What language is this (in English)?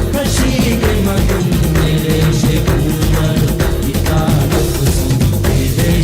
Divehi